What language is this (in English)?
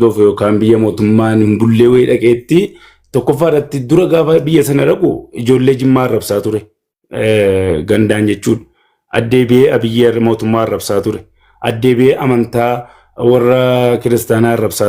Oromo